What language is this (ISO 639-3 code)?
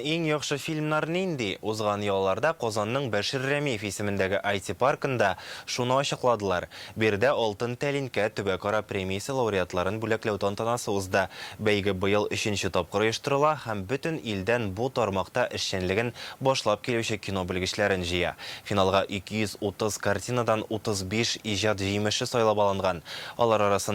tat